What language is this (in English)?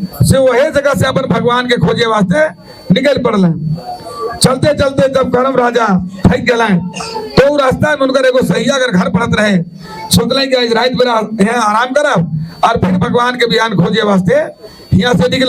Sadri